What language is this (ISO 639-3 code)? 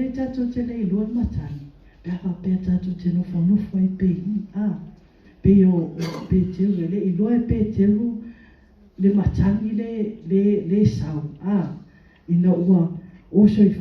smo